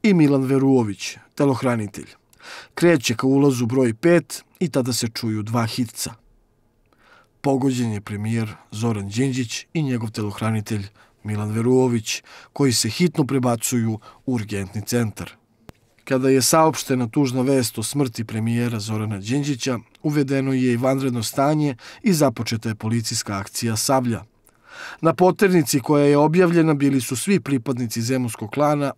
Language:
Serbian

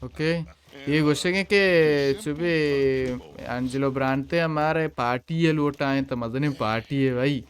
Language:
Baluchi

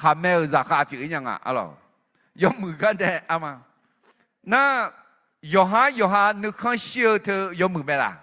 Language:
Akha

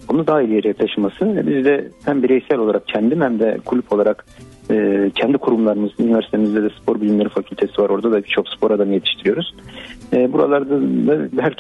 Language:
Turkish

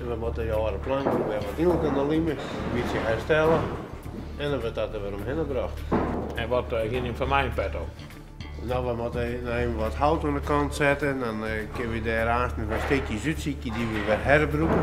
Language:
Western Frisian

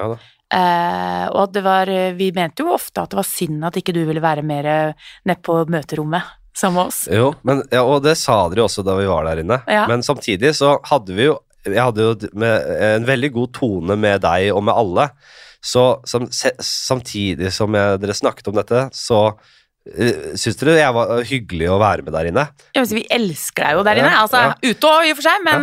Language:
Norwegian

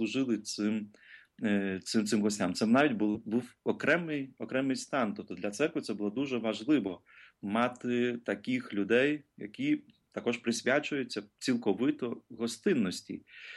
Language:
Ukrainian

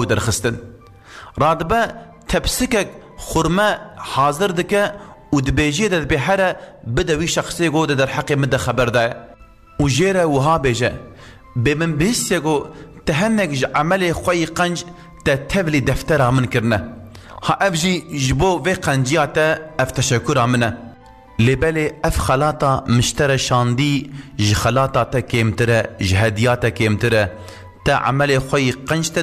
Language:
Kurdish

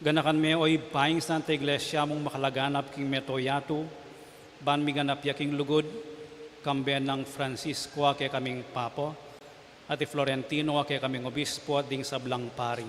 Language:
Pampanga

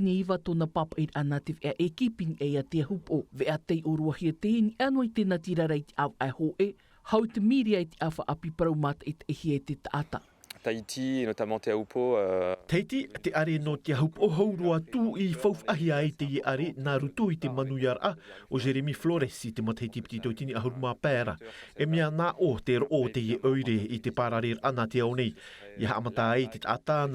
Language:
Tahitian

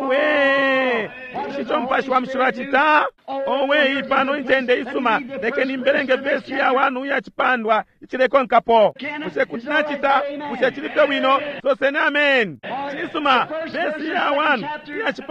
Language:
Bemba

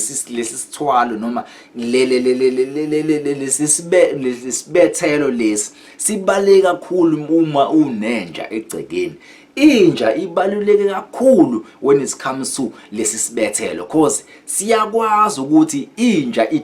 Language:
Zulu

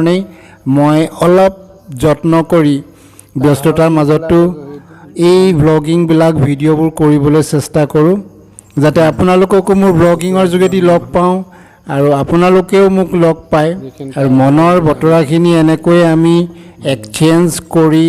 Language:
Assamese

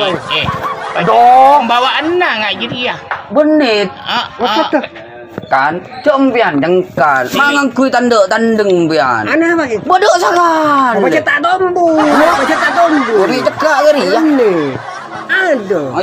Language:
Madurese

